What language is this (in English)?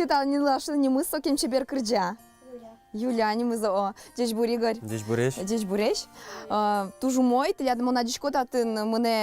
Udmurt